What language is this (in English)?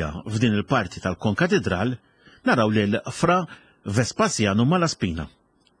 Maltese